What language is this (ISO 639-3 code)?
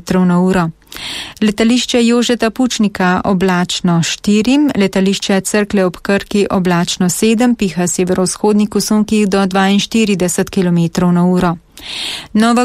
slv